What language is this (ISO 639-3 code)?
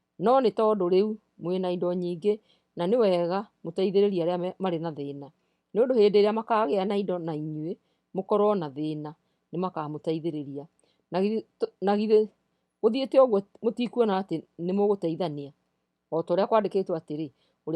kik